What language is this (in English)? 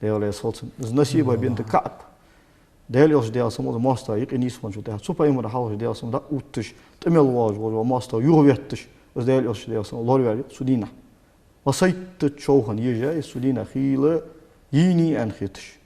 Ingush